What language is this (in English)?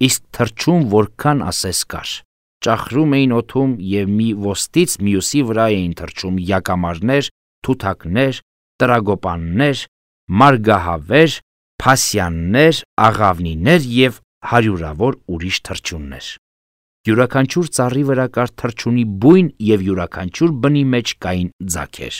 Armenian